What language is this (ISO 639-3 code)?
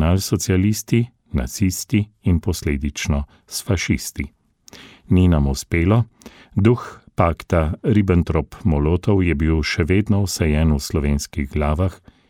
slv